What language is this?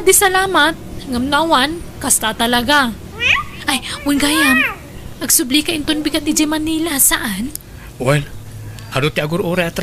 Iloko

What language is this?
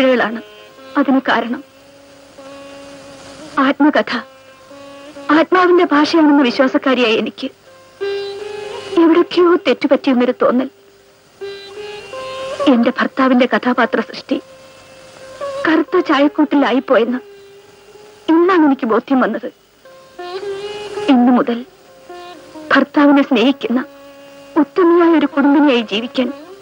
Malayalam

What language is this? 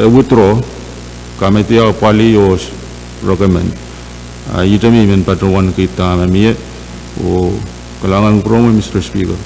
Pohnpeian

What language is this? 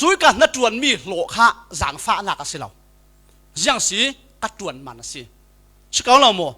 Falam Chin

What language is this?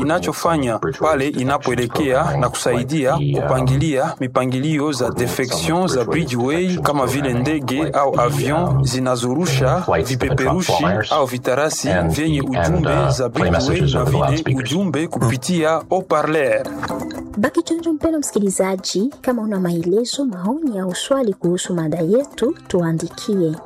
Swahili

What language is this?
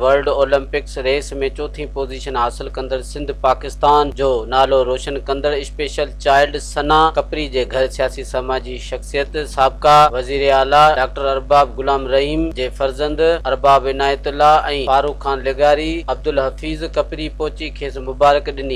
Sindhi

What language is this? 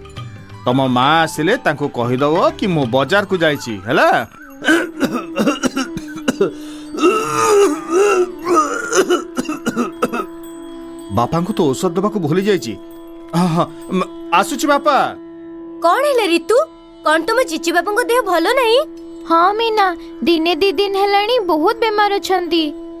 Odia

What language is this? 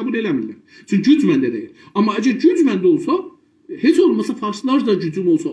South Azerbaijani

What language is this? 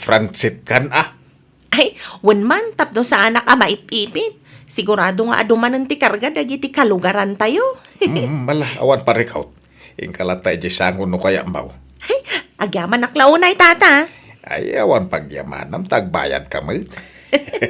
Iloko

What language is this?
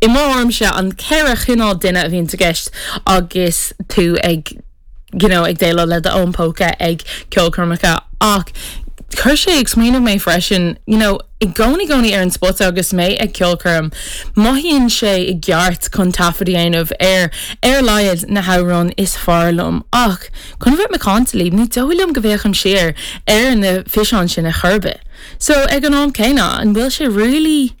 Irish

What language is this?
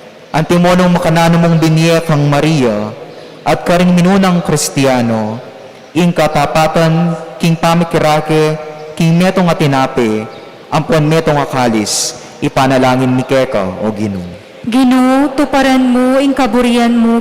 Pampanga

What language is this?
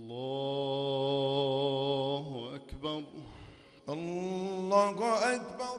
Arabic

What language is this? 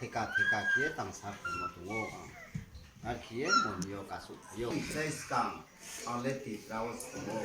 Riang (India)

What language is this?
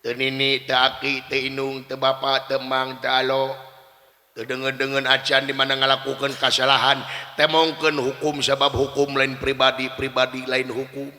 Sundanese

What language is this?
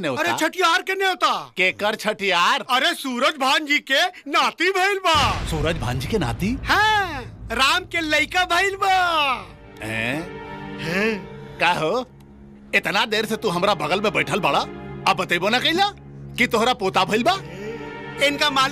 Bhojpuri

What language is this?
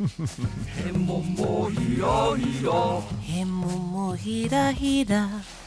Māori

